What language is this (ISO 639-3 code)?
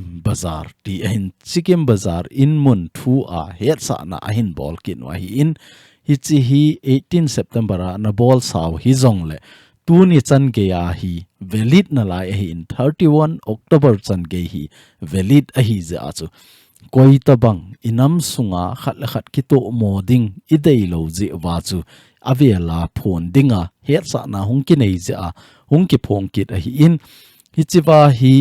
tcz